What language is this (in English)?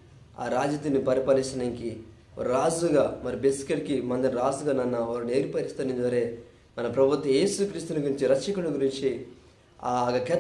Koya